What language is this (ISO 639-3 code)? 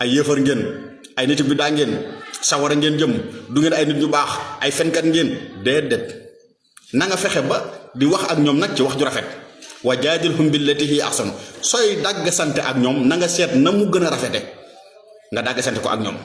wol